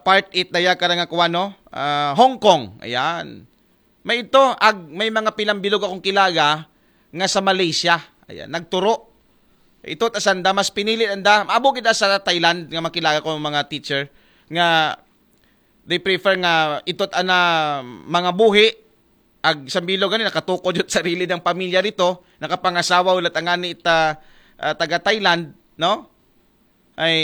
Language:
Aklanon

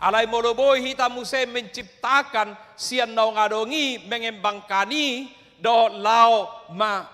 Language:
Batak Toba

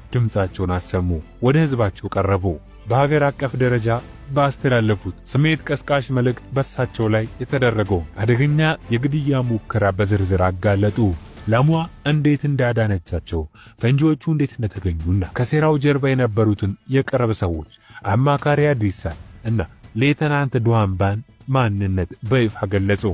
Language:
Amharic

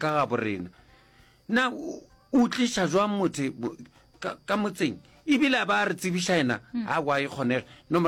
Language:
Northern Sotho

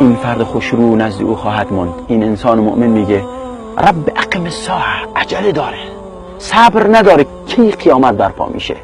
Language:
Persian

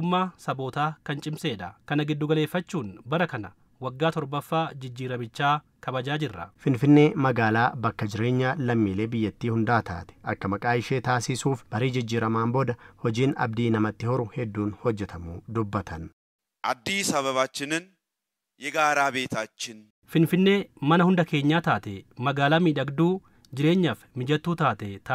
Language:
Oromo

